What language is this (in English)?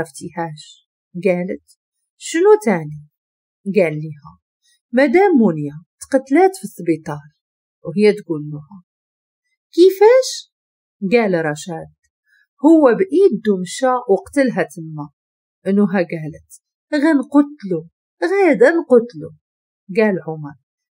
Moroccan Arabic